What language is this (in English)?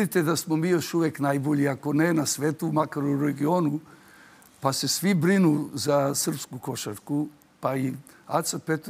Serbian